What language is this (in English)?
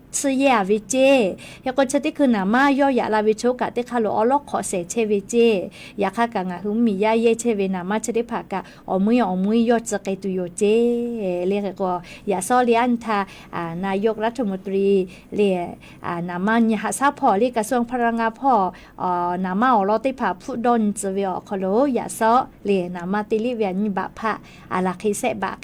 Lahu